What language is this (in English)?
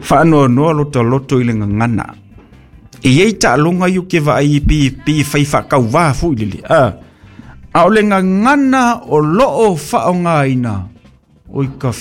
Samoan